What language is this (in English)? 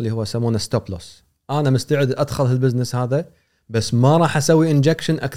Gulf Arabic